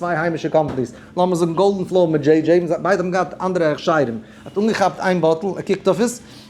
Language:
Yiddish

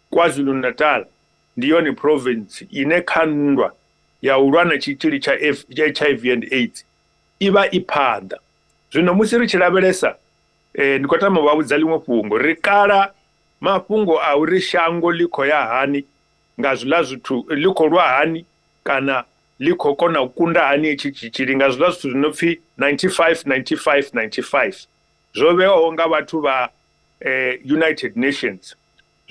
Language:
Venda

